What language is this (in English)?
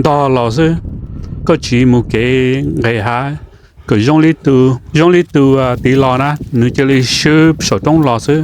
Hmong